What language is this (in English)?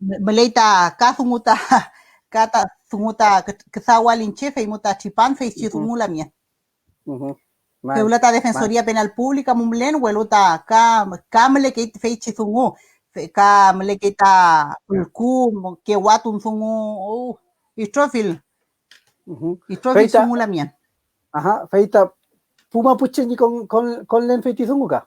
Mapuche